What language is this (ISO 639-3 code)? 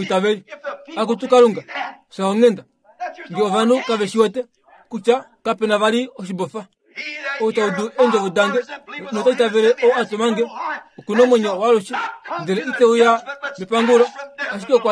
kua